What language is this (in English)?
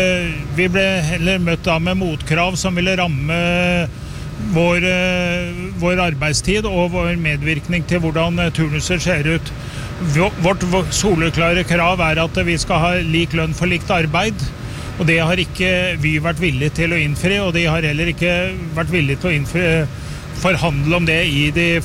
Norwegian